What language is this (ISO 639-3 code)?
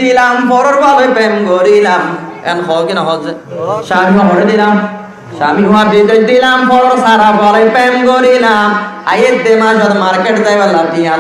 rhg